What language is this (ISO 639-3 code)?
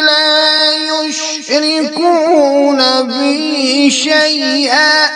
kas